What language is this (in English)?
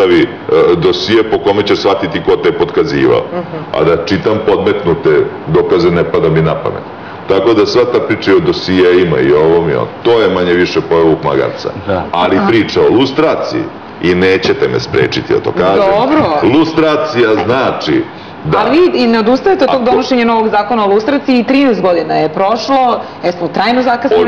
Serbian